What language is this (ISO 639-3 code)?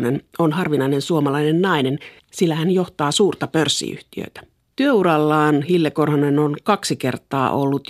fin